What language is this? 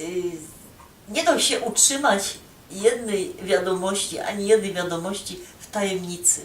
Silesian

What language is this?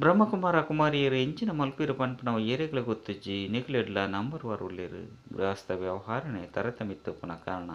Tulu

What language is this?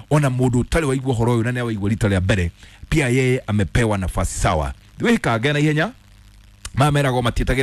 Kikuyu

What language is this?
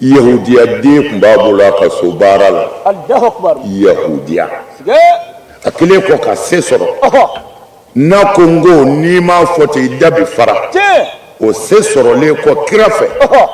Bambara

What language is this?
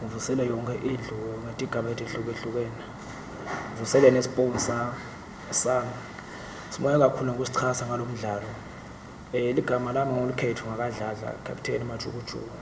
Swati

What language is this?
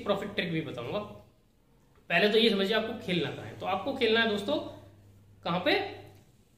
Hindi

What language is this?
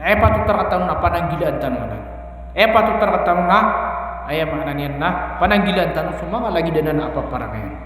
Maranao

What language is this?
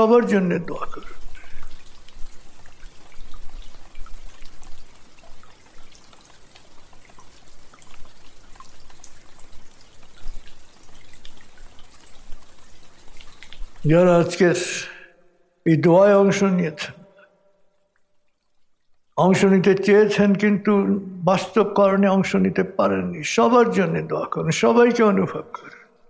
Bangla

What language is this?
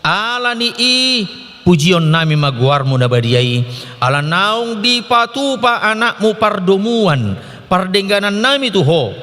Batak Toba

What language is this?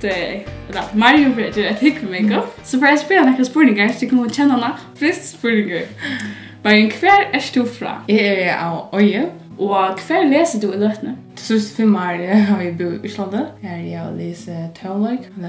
Faroese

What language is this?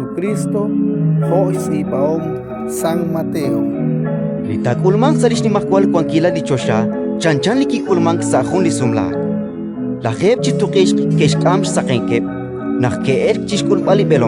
Kekchí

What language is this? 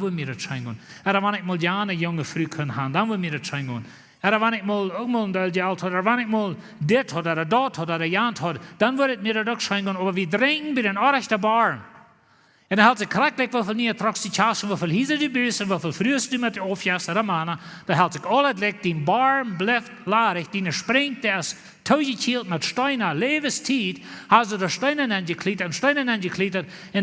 Plautdietsch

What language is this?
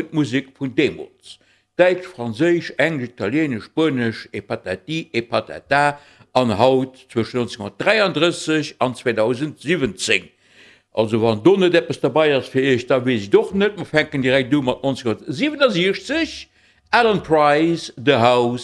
Luxembourgish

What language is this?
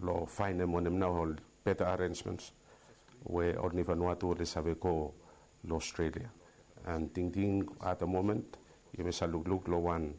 Bislama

